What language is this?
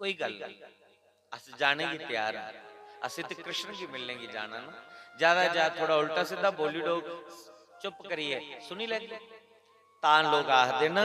Dogri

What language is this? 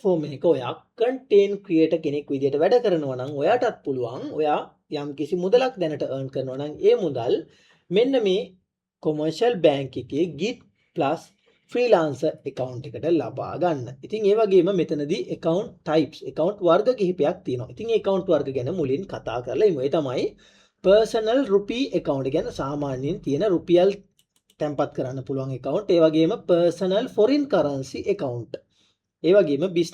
Sinhala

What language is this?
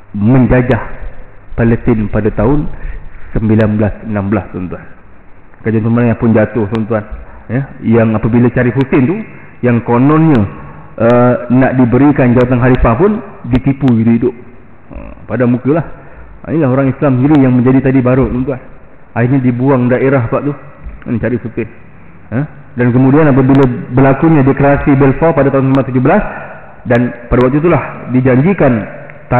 Malay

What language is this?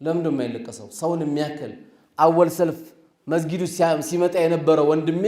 Amharic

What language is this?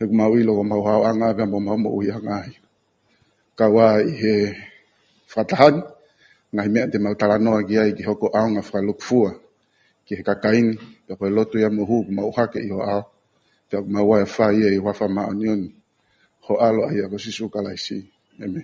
Tongan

